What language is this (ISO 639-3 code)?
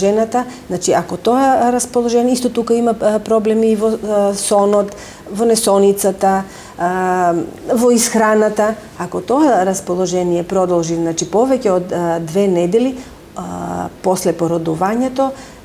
mkd